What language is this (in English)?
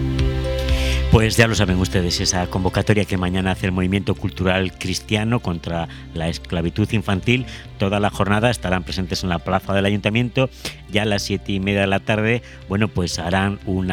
Spanish